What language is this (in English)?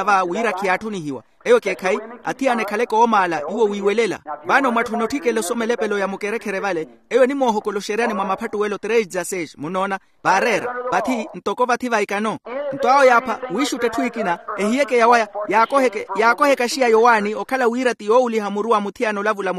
Makhuwa